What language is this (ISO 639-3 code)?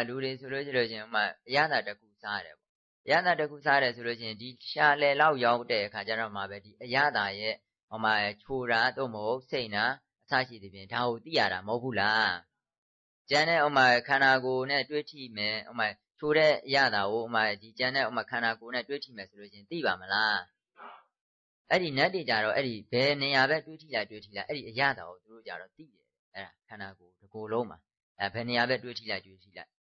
mya